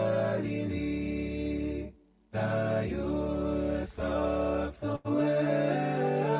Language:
Gilbertese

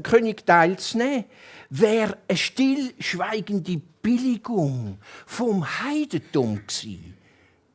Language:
Swiss German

